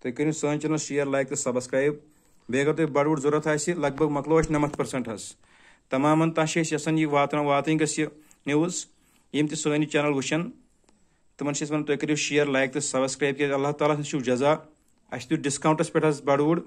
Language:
Kashmiri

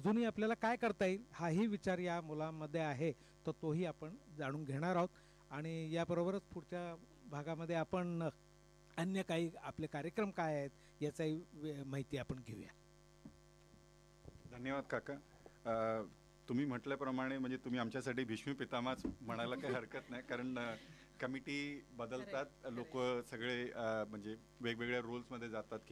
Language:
Marathi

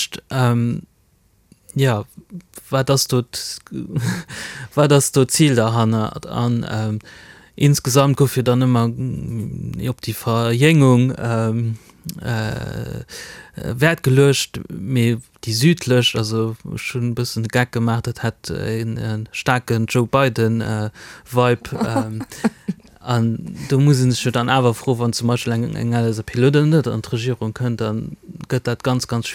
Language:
Luxembourgish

